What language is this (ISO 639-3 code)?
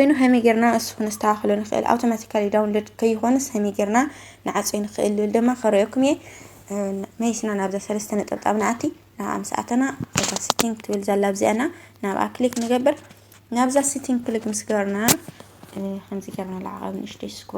tir